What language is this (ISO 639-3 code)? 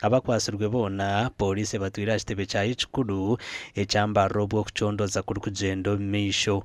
nyn